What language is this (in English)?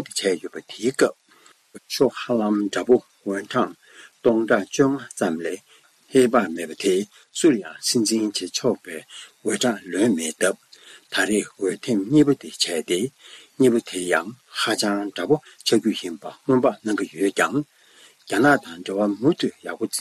Tibetan